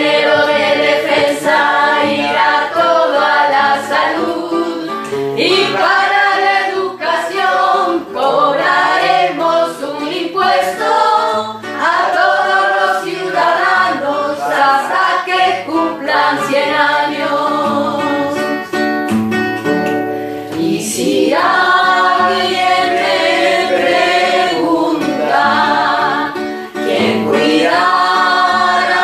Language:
Spanish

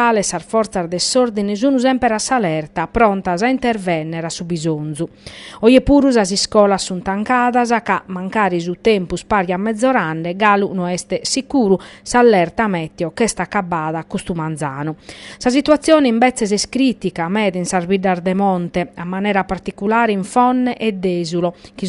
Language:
Sardinian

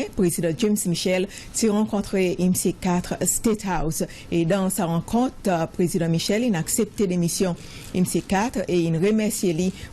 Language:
Seselwa Creole French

